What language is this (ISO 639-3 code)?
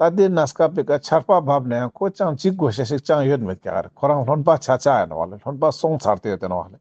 lbj